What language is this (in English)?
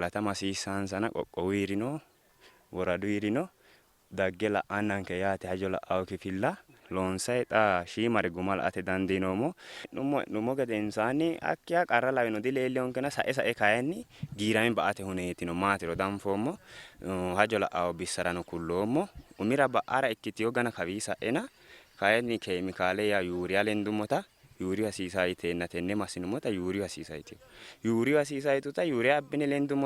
Sidamo